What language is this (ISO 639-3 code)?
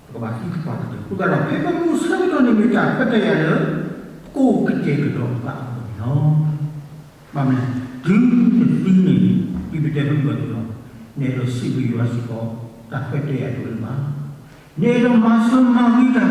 ksw